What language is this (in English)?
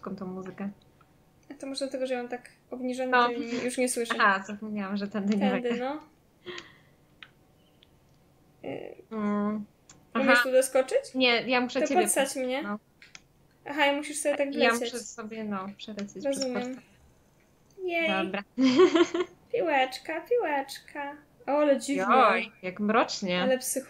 Polish